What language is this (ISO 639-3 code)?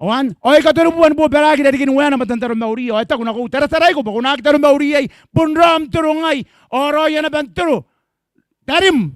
gil